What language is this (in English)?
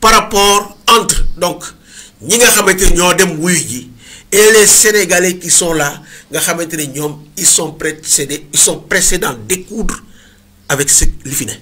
Wolof